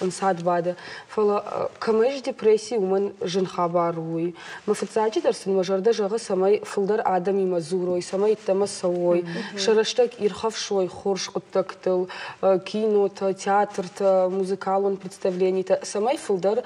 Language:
Ossetic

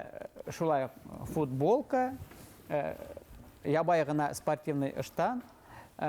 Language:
Bashkir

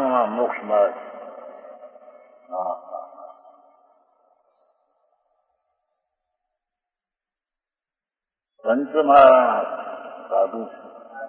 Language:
Gujarati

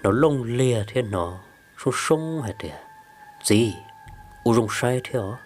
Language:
Hmong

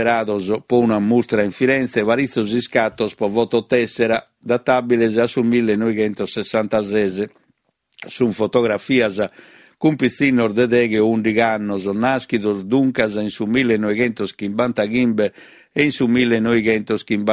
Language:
Sardinian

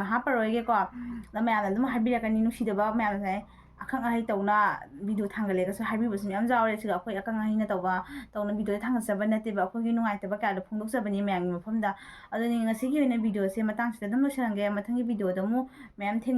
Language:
Manipuri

